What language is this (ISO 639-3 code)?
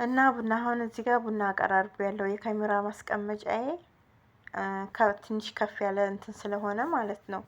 amh